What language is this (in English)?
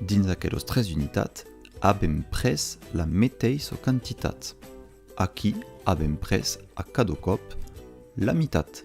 Occitan